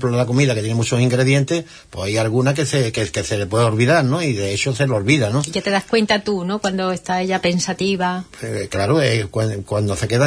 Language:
Spanish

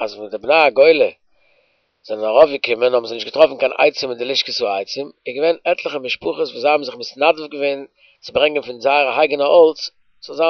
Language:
Yiddish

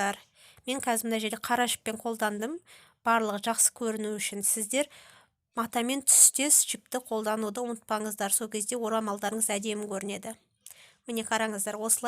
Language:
Kazakh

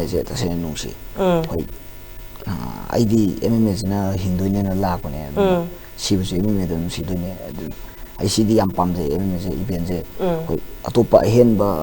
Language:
Manipuri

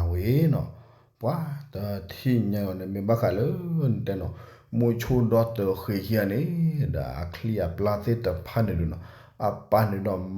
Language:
S'gaw Karen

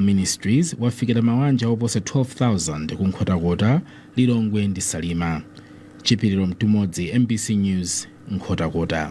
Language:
Nyanja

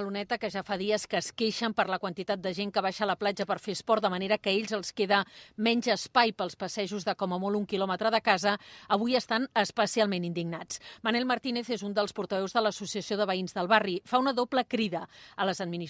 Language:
Catalan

